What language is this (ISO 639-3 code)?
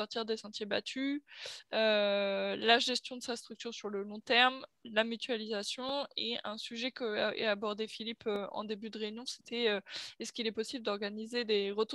fra